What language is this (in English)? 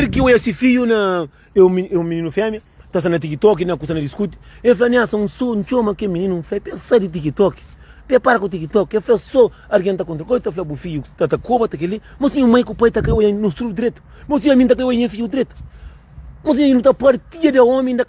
Kabuverdianu